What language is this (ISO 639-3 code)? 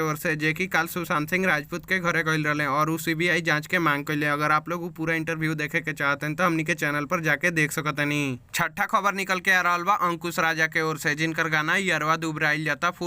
bho